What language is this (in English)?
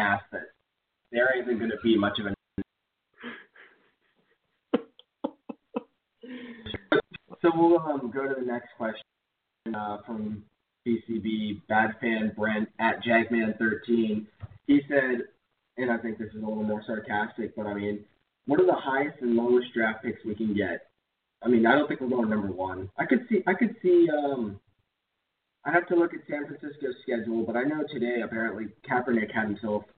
English